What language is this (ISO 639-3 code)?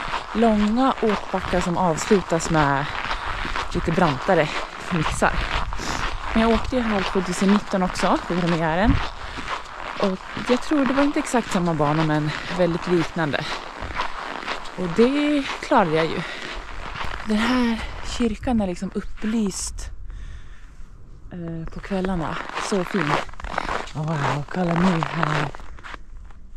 swe